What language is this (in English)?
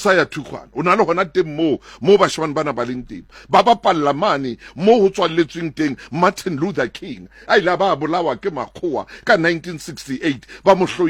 Southern Sotho